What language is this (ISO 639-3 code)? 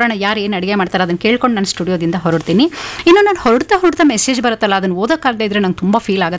kan